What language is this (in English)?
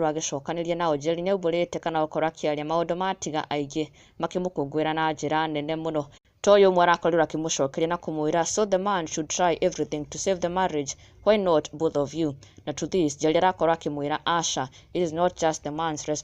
Kikuyu